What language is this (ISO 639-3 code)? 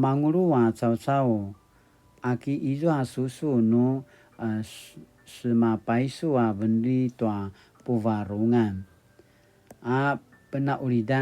pwn